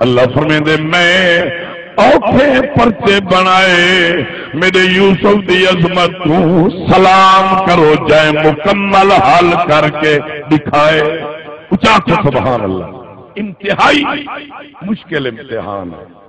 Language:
Saraiki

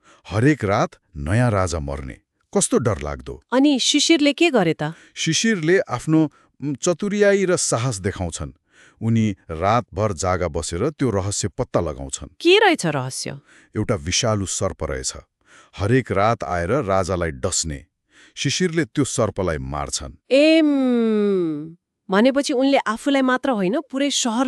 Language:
Nepali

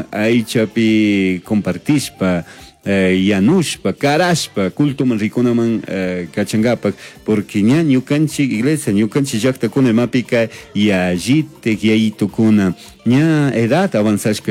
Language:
Chimborazo Highland Quichua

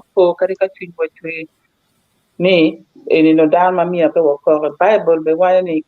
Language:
Acoli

